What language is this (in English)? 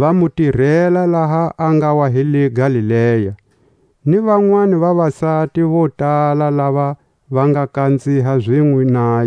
Tswa